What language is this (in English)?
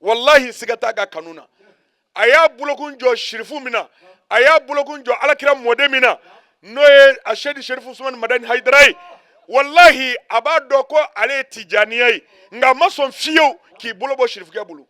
Bambara